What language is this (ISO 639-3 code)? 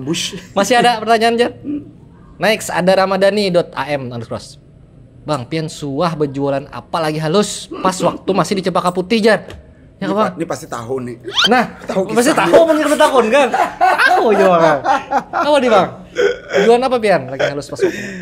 bjn